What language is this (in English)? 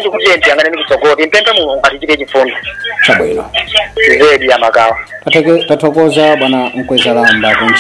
Nyanja